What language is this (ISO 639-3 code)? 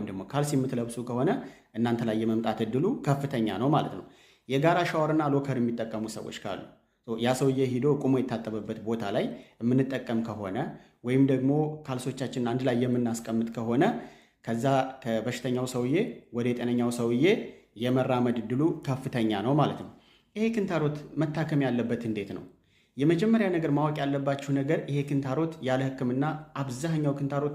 amh